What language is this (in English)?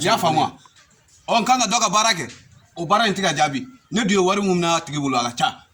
Bambara